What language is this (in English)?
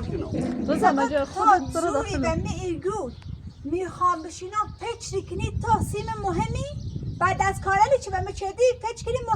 Persian